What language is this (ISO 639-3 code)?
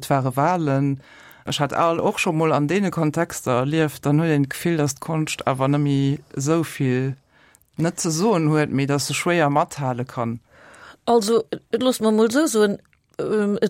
ltz